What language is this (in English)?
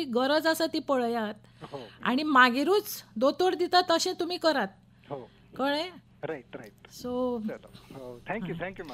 Konkani